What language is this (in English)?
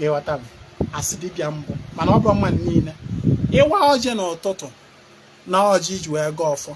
Igbo